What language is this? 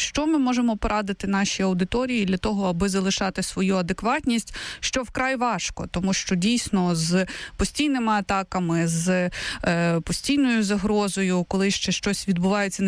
Ukrainian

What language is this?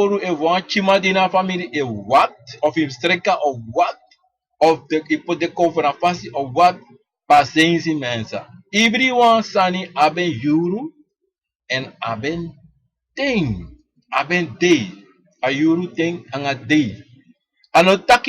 Sranan Tongo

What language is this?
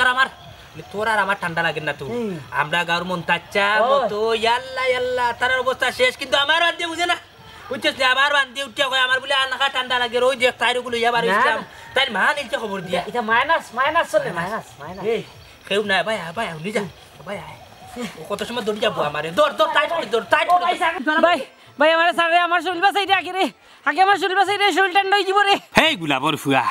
Sylheti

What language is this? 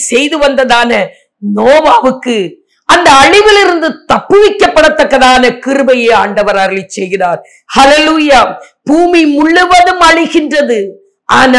Tamil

